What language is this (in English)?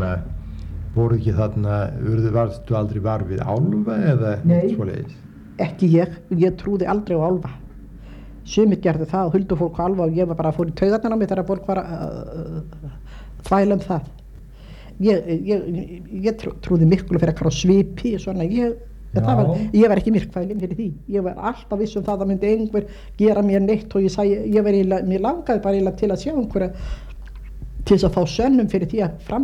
Icelandic